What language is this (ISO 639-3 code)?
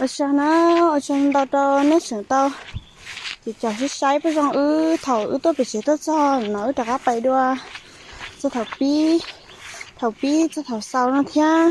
hmn